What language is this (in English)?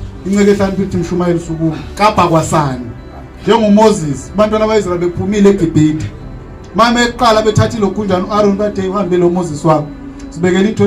Zulu